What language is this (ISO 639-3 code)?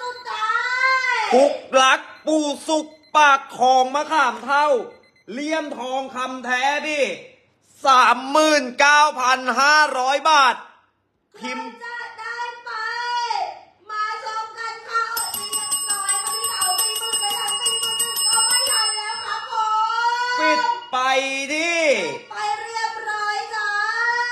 tha